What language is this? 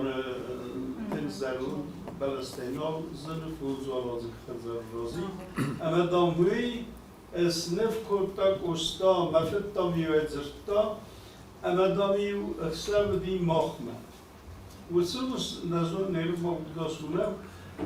Ossetic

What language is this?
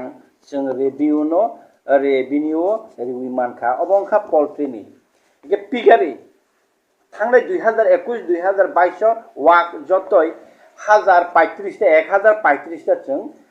Kok Borok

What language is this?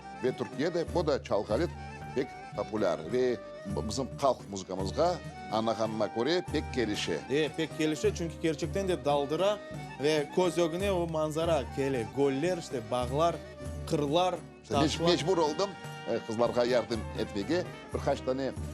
Crimean Tatar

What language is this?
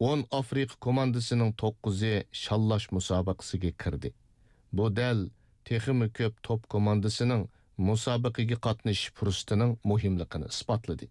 Uyghur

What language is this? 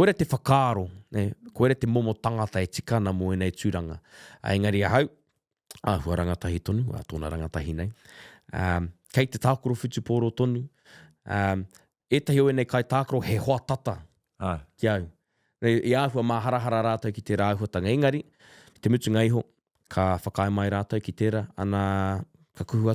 Māori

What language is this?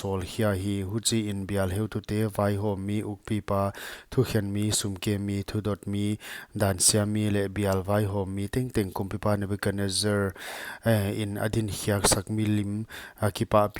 Paite Chin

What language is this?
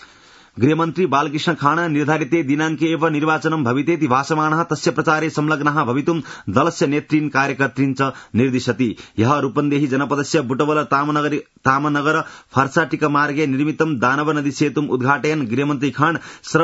Sanskrit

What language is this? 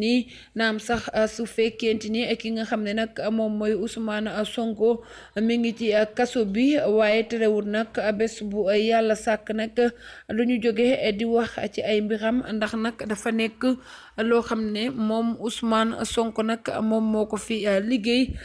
Wolof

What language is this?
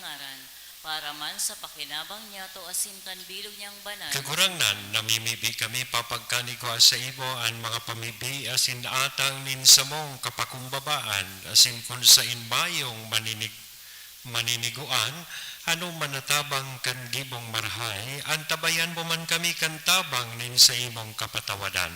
Bikol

